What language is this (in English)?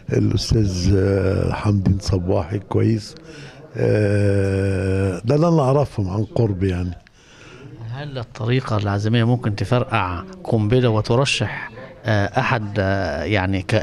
Egyptian Arabic